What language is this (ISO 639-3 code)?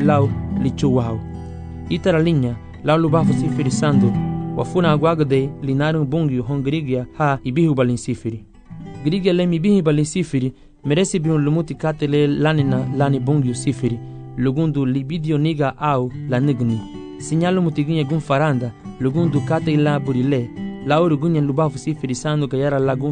cab